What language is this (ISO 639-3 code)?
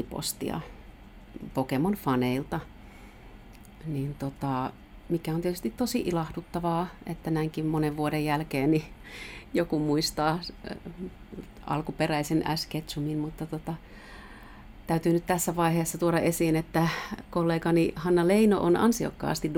fin